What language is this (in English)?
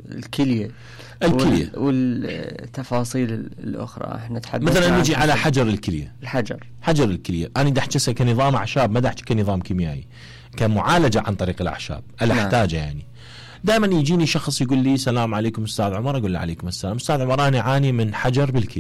Mesopotamian Arabic